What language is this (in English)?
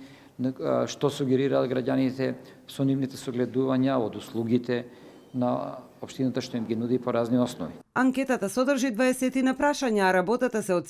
Macedonian